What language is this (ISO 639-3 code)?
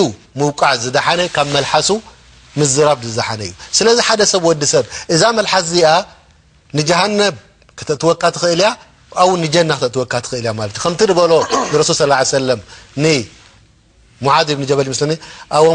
tir